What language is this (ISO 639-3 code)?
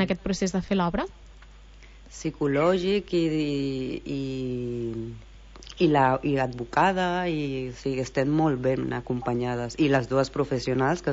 cat